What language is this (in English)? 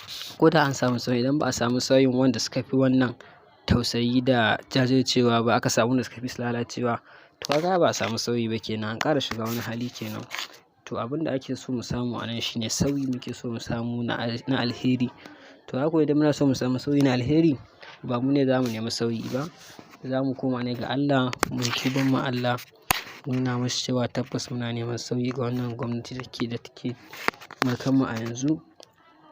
Hausa